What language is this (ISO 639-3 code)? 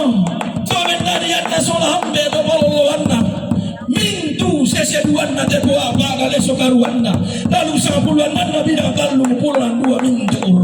sda